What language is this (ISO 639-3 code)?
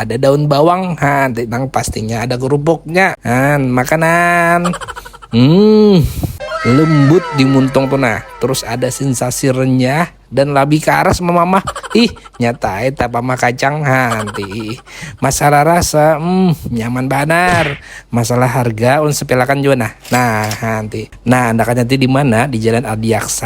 bjn